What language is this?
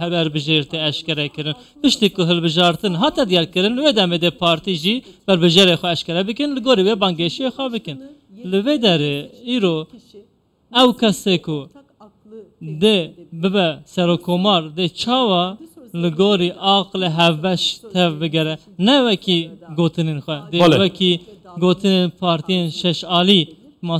Kurdish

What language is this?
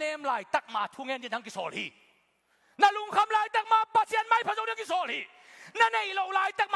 Tedim Chin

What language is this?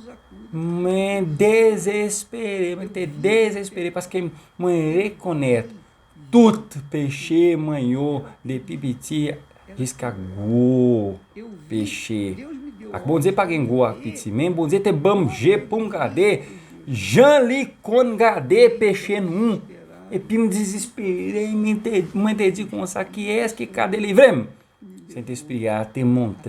Haitian Creole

